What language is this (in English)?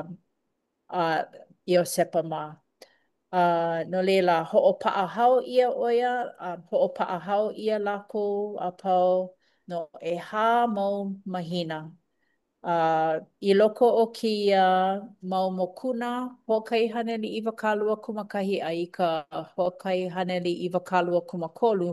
Hawaiian